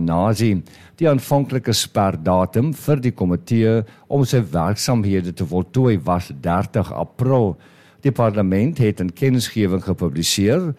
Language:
Afrikaans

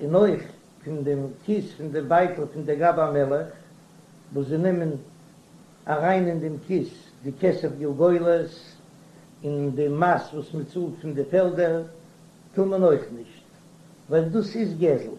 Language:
Yiddish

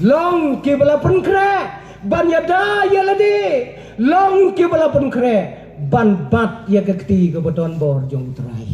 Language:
Khasi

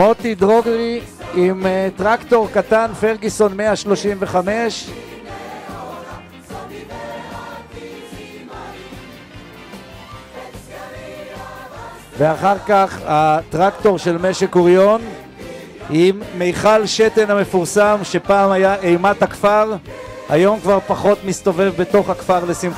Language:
Hebrew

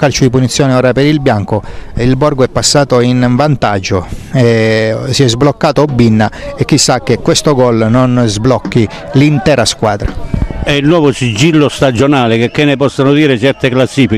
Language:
Italian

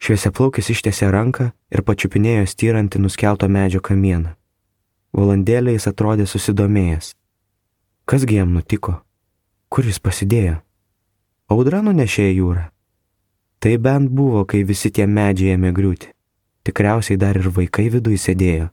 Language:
Lithuanian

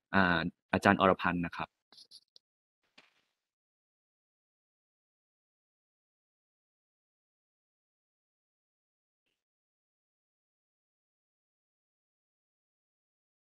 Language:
Thai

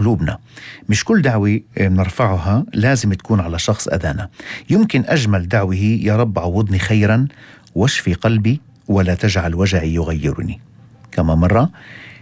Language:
North Levantine Arabic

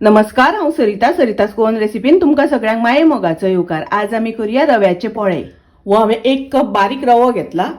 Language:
Konkani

